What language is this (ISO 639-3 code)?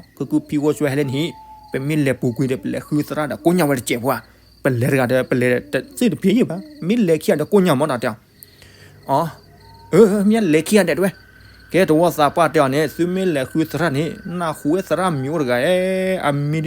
ksw